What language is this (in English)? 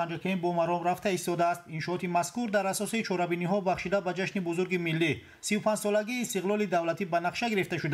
Tajik